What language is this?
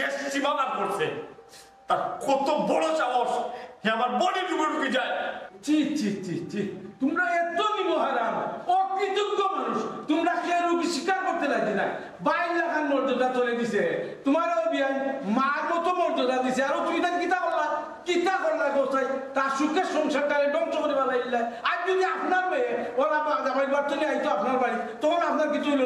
Sylheti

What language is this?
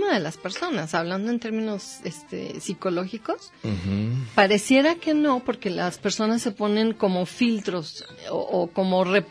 Spanish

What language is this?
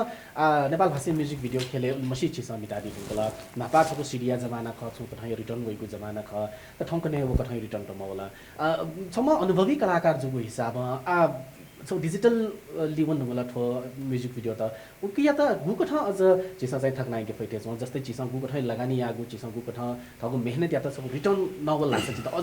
Newari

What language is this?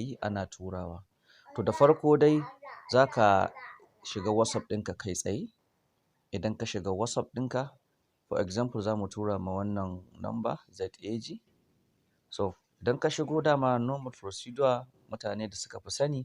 Hausa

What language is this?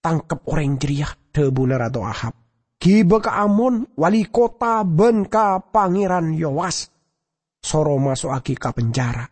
Madurese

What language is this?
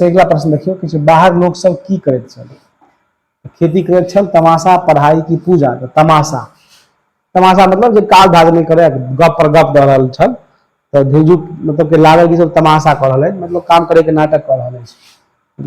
Maithili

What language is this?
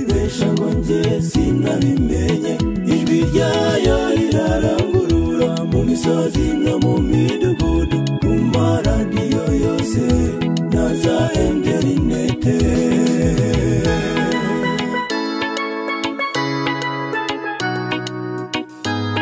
Kinyarwanda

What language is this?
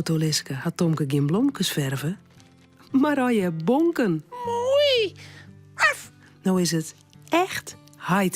Western Frisian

